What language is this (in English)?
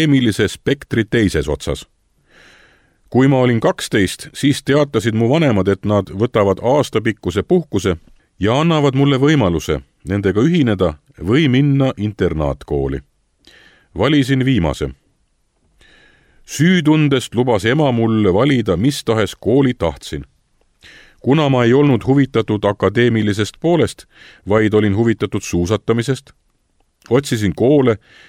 Estonian